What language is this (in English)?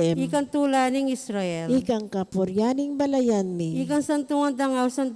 Pampanga